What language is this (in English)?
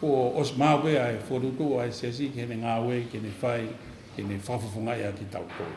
Tongan